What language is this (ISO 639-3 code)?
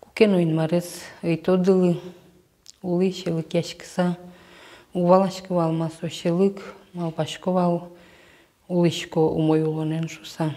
udm